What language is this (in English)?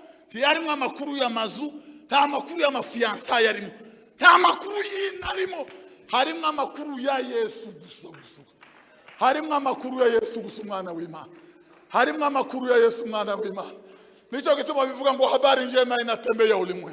Kinyarwanda